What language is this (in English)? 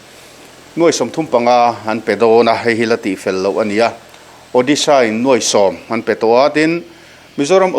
Mizo